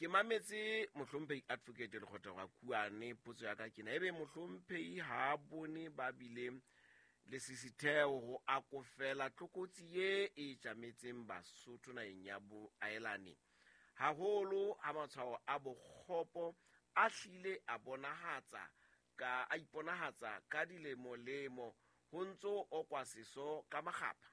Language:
Southern Sotho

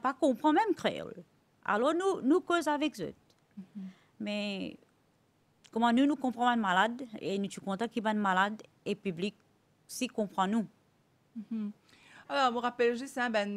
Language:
Morisyen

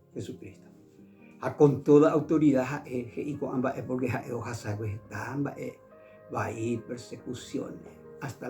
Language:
Guarani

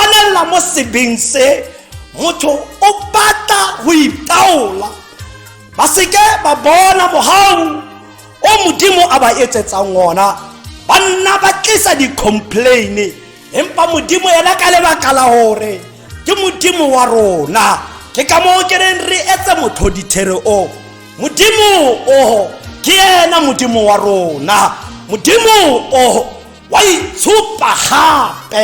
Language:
Tswana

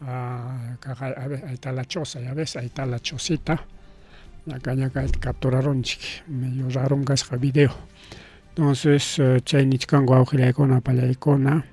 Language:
Ayacucho Quechua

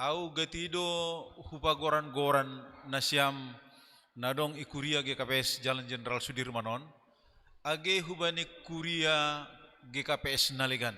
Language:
Batak Simalungun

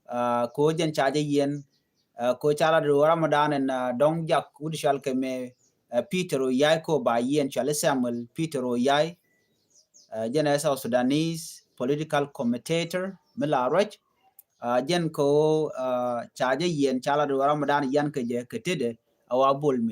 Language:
Nuer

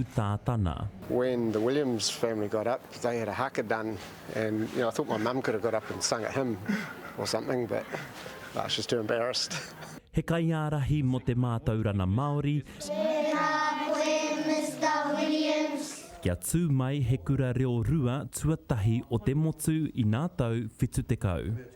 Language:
Māori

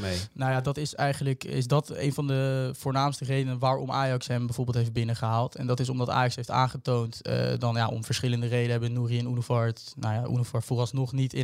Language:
Dutch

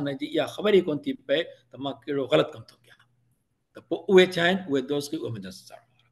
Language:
Sindhi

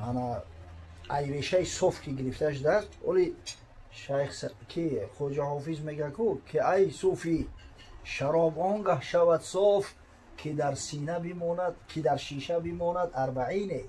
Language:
Tajik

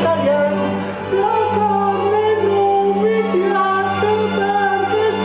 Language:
Sardinian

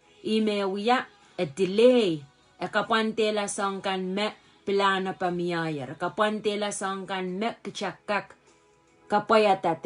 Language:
Pohnpeian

